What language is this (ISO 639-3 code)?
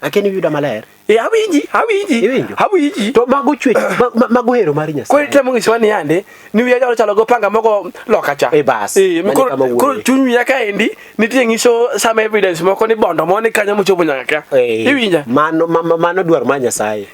luo